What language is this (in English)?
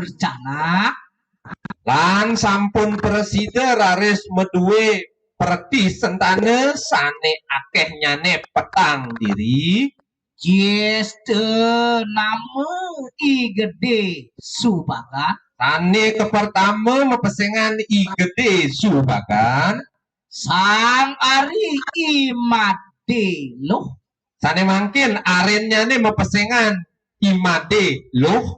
Balinese